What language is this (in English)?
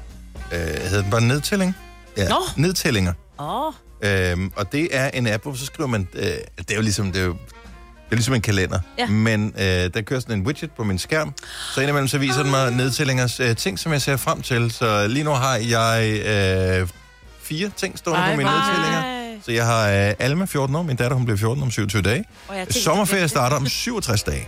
Danish